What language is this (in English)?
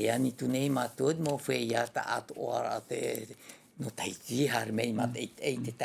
Tahitian